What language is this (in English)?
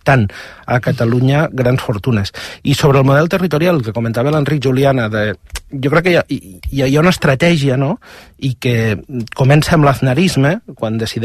Catalan